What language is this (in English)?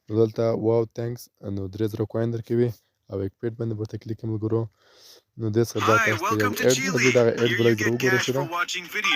Pashto